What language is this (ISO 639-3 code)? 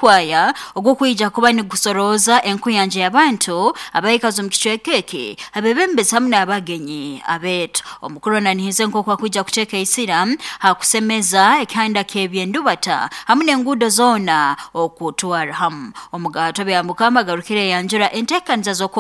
nyo